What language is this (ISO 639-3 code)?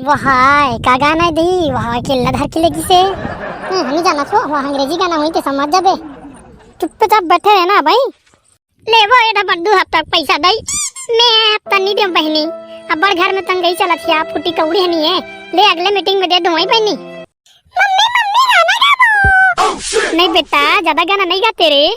hne